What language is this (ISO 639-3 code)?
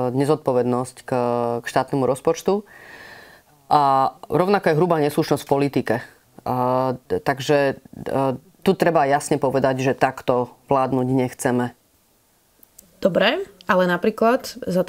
slk